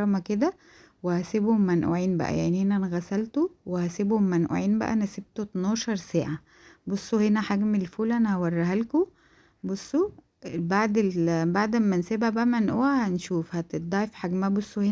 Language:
Egyptian Arabic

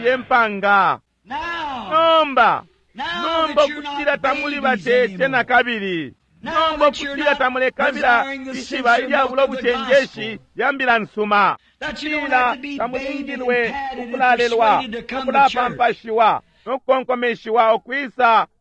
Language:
Bemba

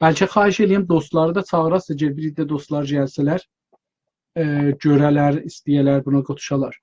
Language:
South Azerbaijani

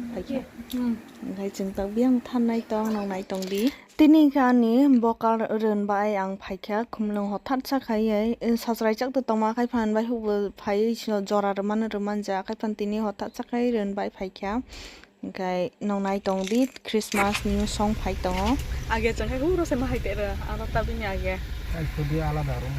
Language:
Kok Borok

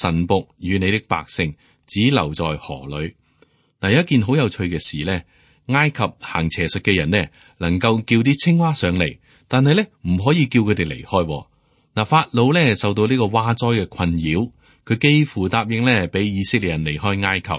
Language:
Cantonese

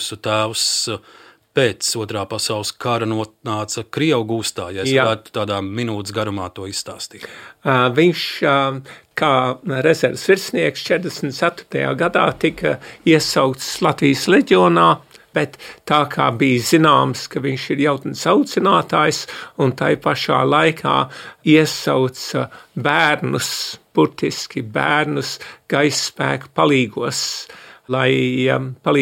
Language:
Latvian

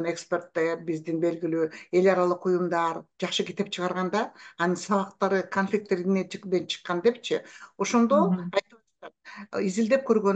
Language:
Kyrgyz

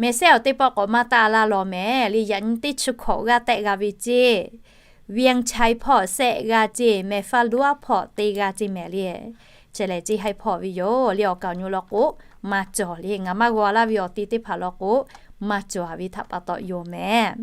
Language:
Lahu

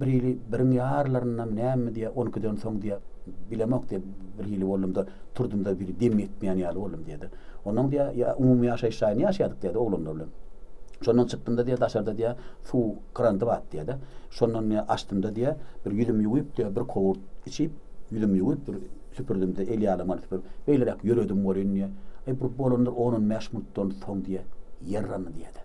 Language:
Turkmen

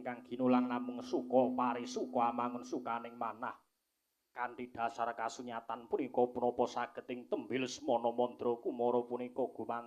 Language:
Javanese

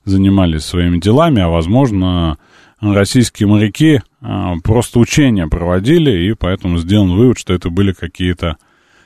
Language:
Russian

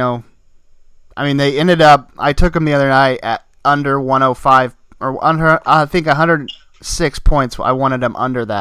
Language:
English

